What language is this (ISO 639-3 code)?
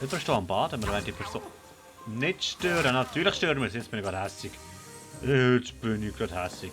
gsw